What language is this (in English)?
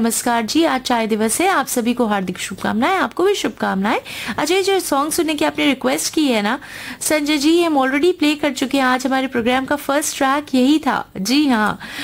Hindi